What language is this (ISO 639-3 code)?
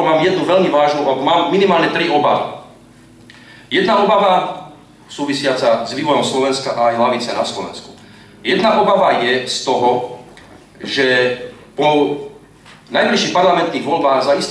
slk